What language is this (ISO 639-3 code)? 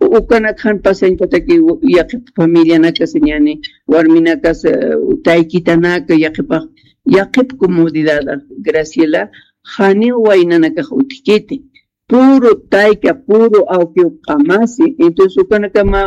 aym